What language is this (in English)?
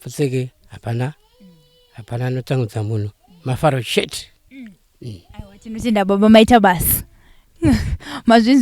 Shona